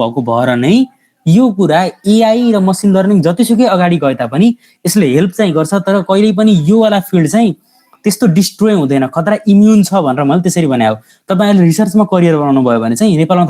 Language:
Nepali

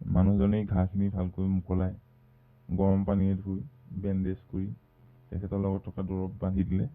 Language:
Assamese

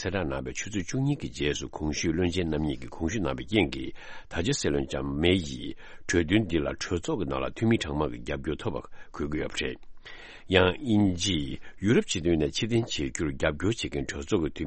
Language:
Tibetan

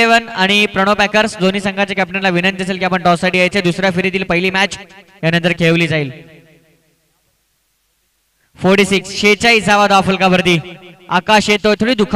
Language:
Marathi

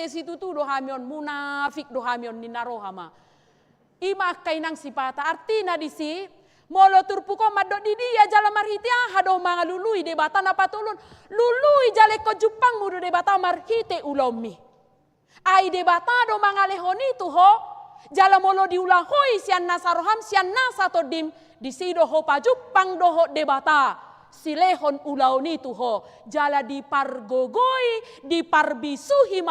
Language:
Batak Toba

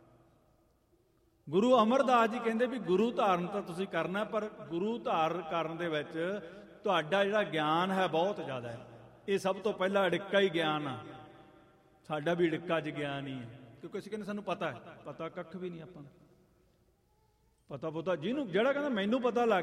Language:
Punjabi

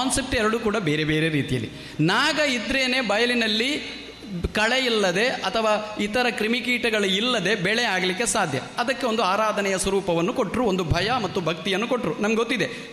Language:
Kannada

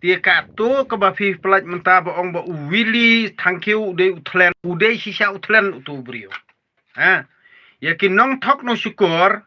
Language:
Khasi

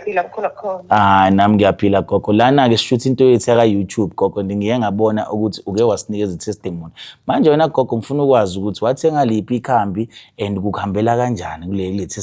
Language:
Zulu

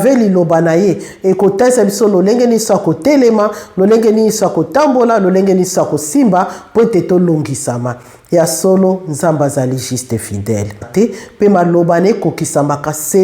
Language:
Lingala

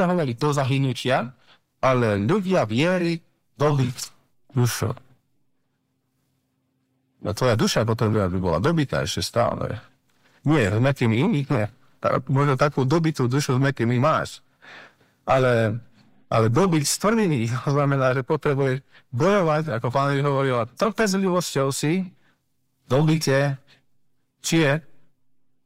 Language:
Slovak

